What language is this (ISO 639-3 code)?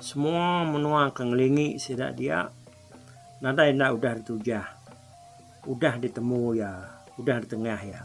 iba